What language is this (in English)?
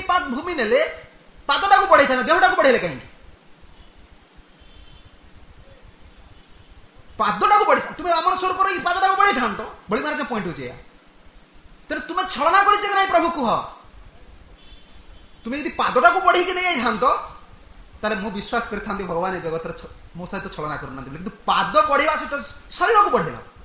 Odia